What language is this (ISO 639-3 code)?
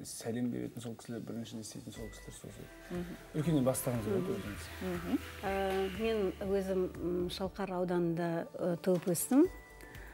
kaz